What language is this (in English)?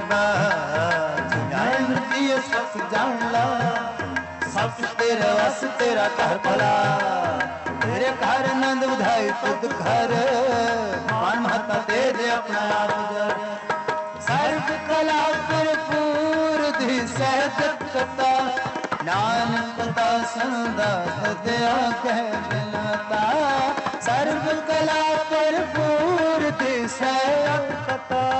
Punjabi